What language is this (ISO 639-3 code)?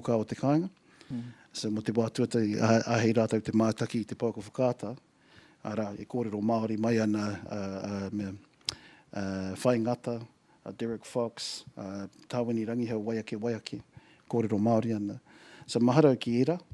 mri